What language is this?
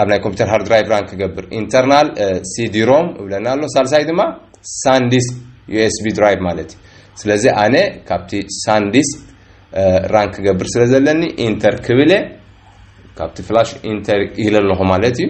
Tigrinya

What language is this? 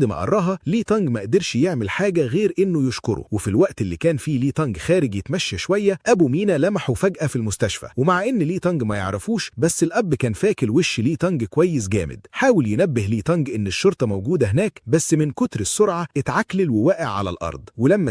Egyptian Arabic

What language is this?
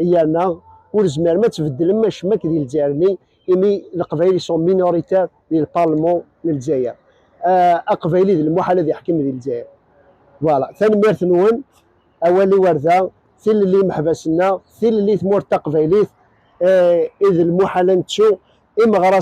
Kabyle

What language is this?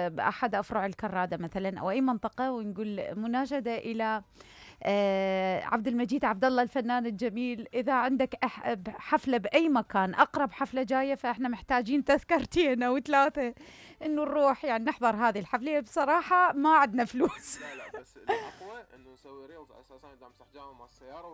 Mesopotamian Arabic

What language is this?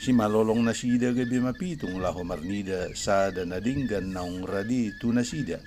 Batak Toba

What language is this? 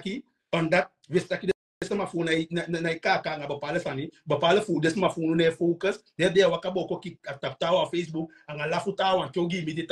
Sranan Tongo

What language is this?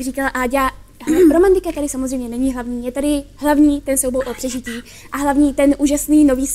Czech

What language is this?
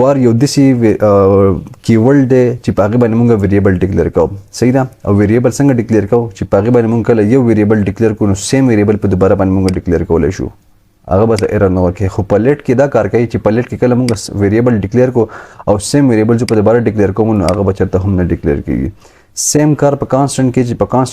Pashto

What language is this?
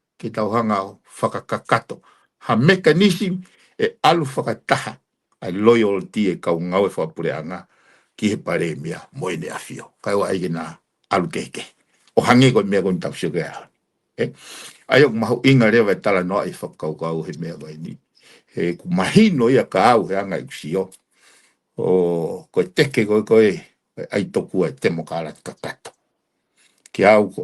Tongan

